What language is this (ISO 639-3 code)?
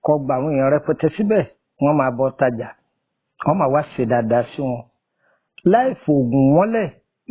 yor